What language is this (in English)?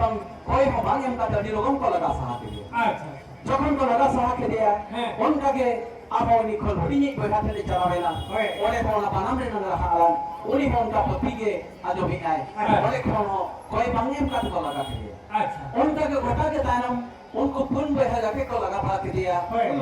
Santali